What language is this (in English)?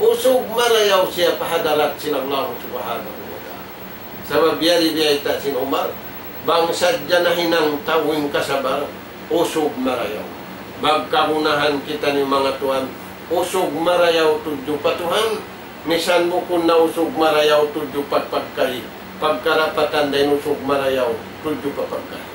Tausug